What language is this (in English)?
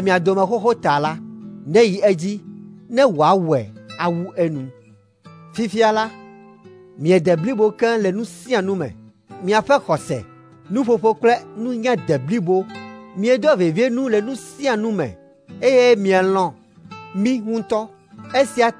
Ewe